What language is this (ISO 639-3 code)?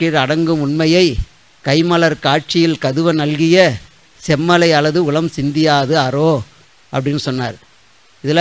tam